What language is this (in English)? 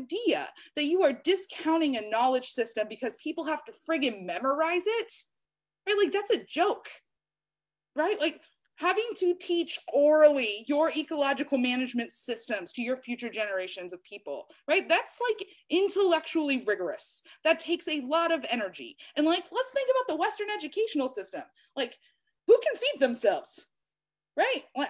English